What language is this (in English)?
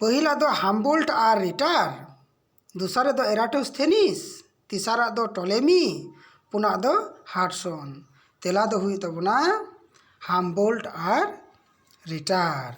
Santali